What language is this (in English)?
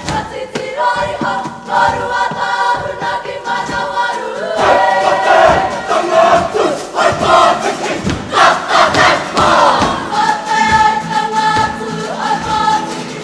Māori